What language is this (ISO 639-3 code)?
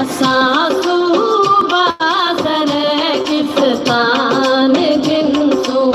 skr